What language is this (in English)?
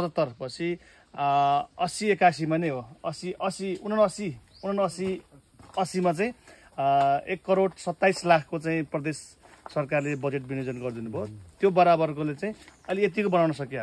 Nepali